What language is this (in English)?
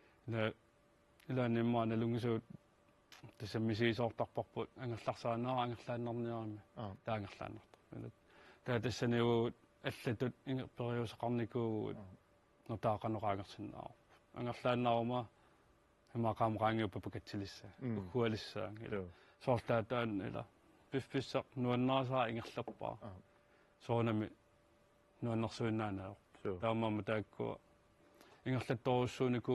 Kalaallisut